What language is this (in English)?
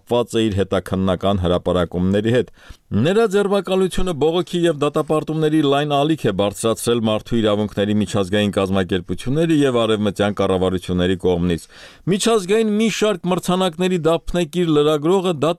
Armenian